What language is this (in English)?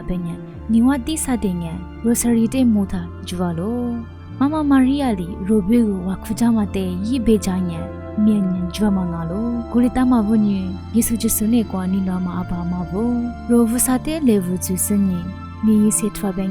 Lisu